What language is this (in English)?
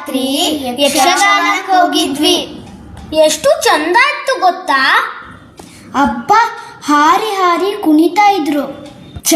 Kannada